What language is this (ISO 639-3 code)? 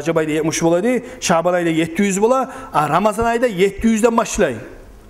kum